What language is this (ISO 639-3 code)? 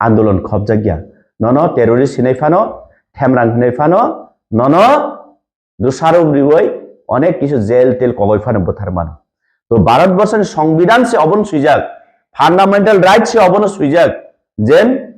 trp